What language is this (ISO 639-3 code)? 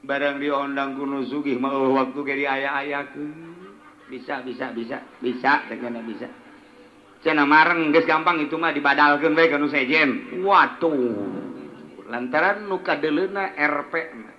sun